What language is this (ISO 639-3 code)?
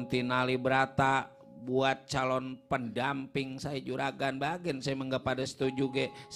bew